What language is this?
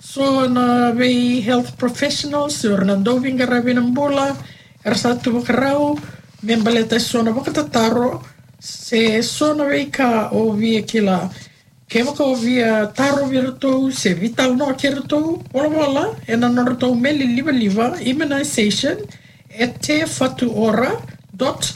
Fijian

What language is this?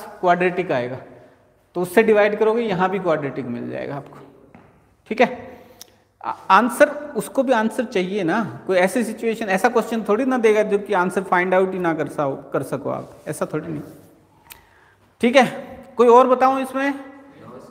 Hindi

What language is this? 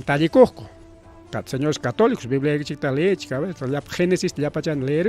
Ayacucho Quechua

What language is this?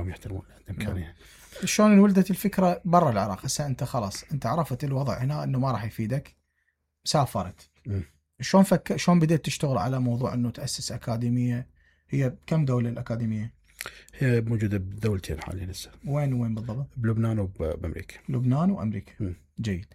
Mesopotamian Arabic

